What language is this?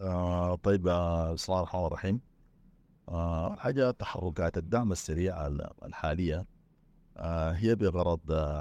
Sudanese Arabic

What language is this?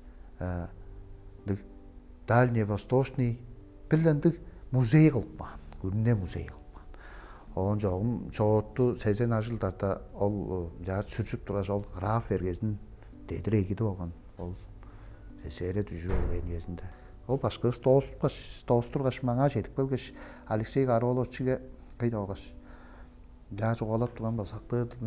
Tuvinian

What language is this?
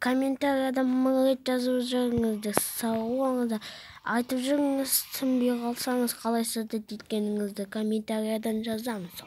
Kazakh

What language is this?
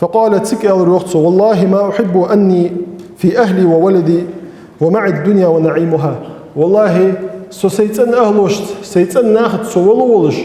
Ingush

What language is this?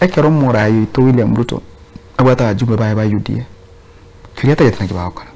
Gusii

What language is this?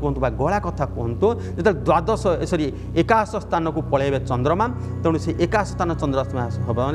Odia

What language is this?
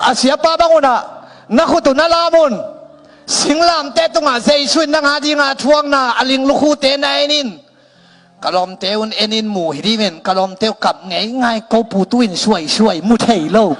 Tedim Chin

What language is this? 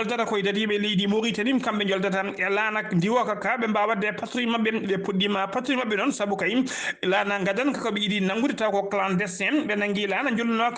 Fula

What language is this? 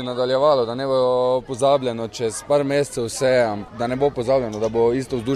Slovenian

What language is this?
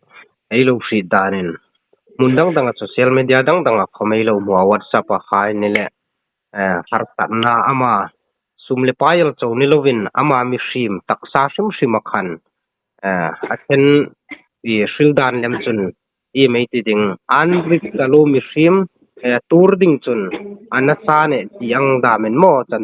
Hmar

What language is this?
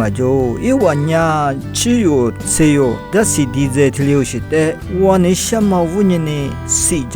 Lisu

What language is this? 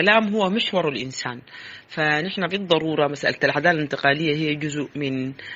Sudanese Arabic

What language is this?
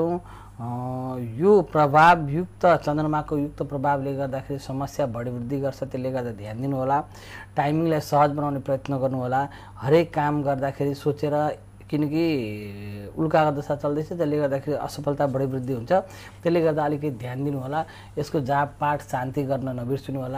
Nepali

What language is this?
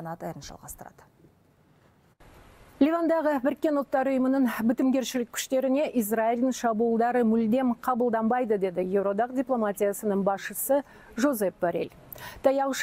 Kazakh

